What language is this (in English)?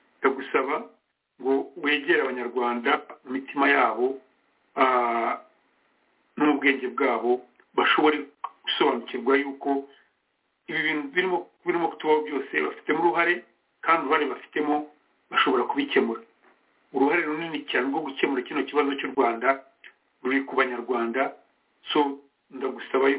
Kinyarwanda